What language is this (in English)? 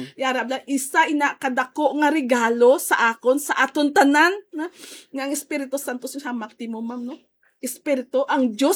Hiligaynon